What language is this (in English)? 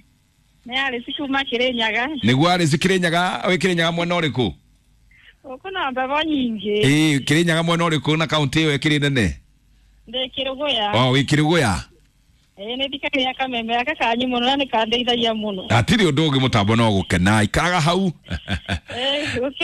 Kikuyu